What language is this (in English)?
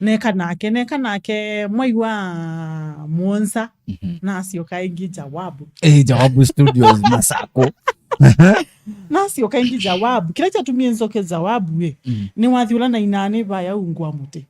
Kamba